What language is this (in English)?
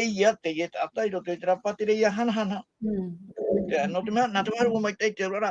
Tahitian